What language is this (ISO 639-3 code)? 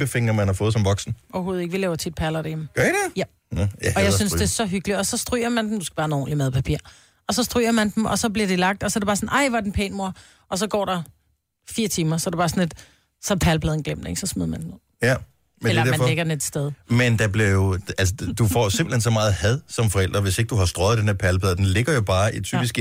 dan